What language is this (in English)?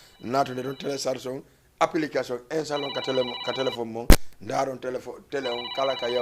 Fula